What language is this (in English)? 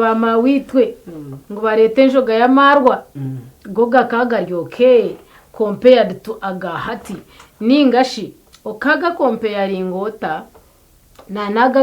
Nyankole